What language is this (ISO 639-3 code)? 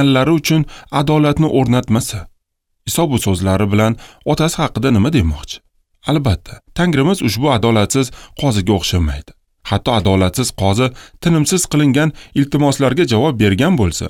uzb